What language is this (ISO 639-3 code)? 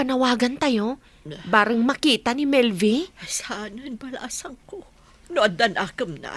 ilo